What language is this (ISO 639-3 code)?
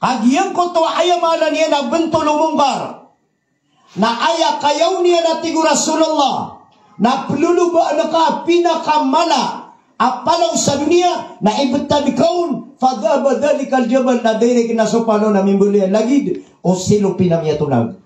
mrw